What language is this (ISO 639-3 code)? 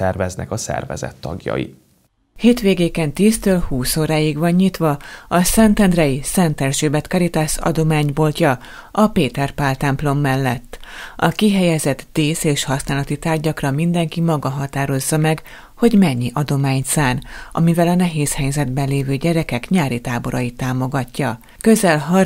hun